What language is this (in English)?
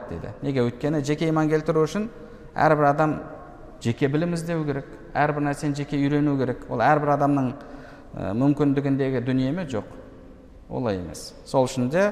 Kazakh